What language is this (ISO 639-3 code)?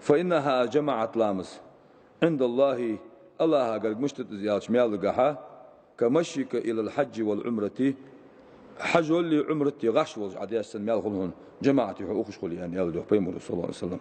inh